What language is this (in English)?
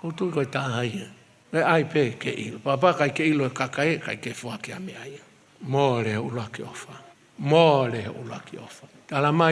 Tongan